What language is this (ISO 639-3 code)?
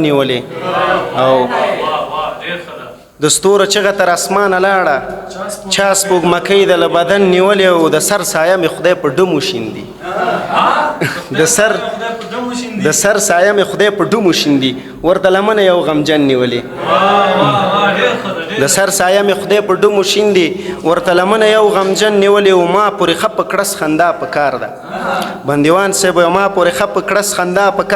pus